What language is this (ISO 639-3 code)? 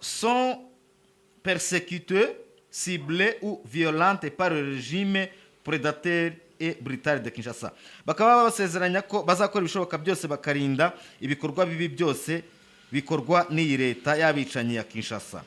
kin